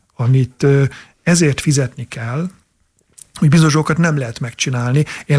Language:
Hungarian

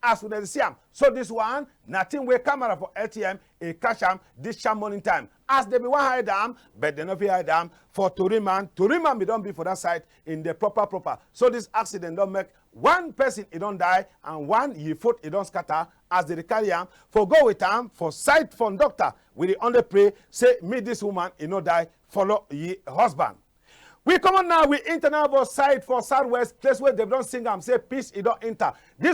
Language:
Cameroon Pidgin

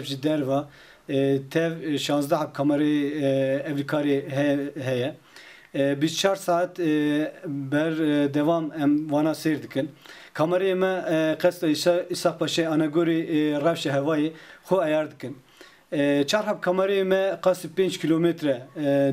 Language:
Kurdish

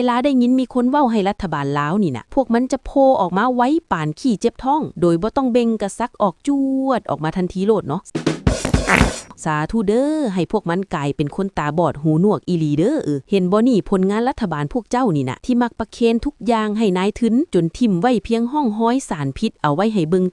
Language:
Lao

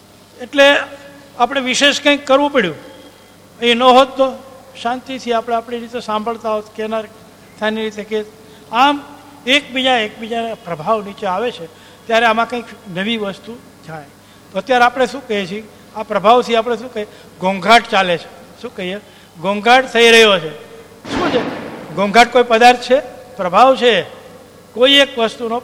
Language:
Gujarati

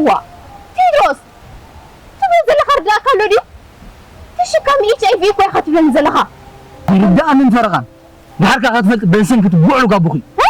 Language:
Tigrinya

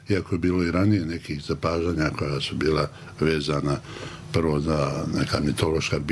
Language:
Bosnian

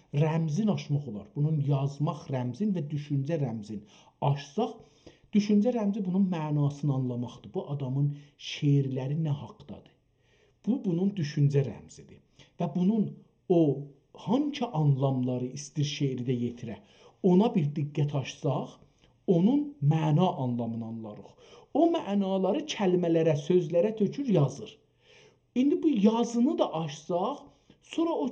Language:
South Azerbaijani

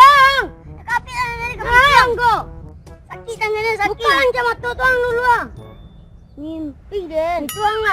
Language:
Minangkabau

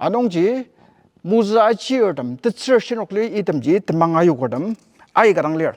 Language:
Ao Naga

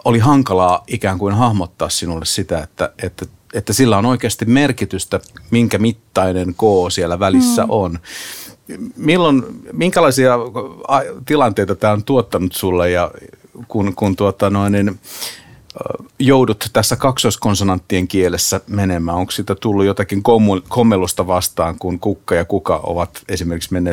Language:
Finnish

